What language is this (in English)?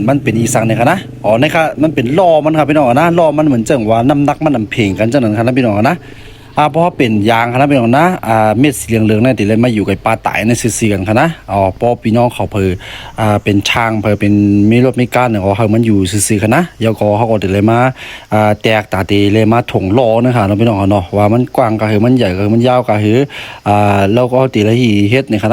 Shan